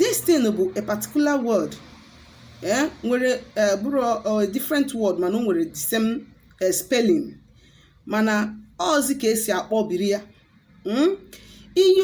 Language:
Igbo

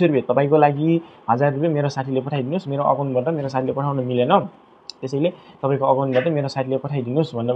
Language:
Nepali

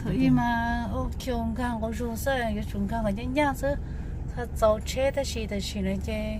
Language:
Hmong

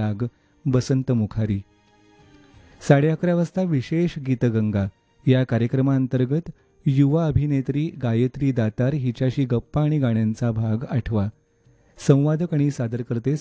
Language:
Marathi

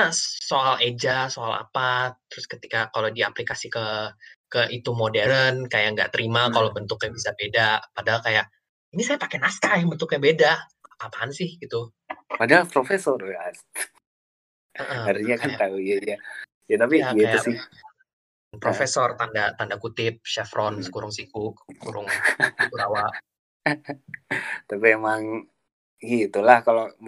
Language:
Indonesian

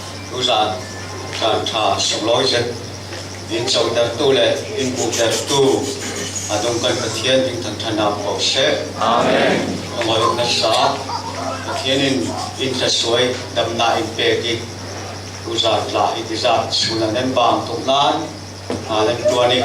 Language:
Falam Chin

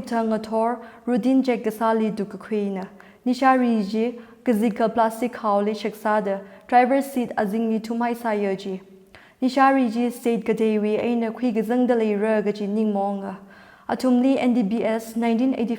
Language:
Tangkhul Naga (India)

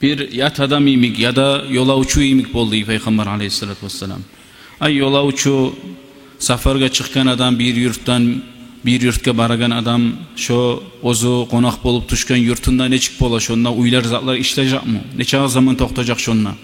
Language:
Kumyk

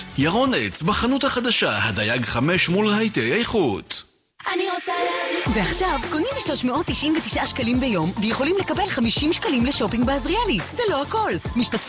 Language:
Hebrew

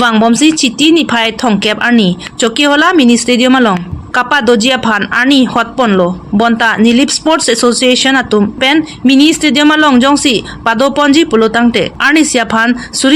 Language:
Karbi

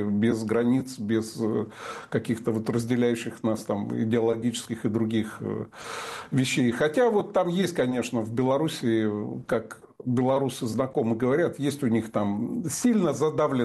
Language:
Russian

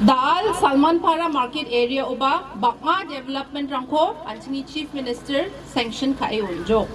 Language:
Garo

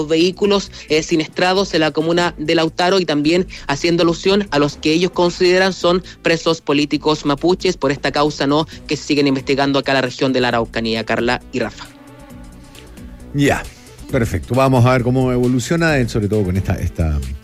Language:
Spanish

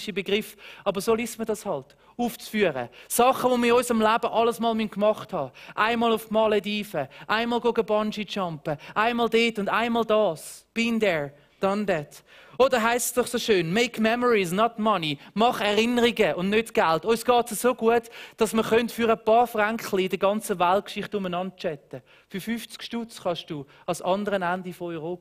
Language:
Swiss German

